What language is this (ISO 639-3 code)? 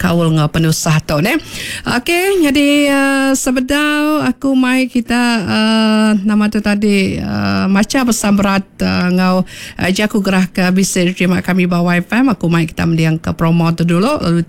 iba